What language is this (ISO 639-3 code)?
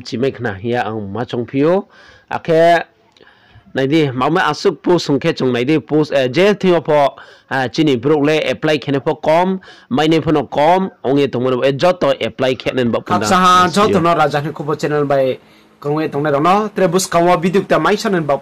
ria